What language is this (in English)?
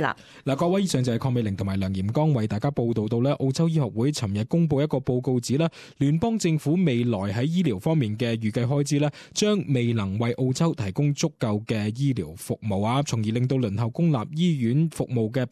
Cantonese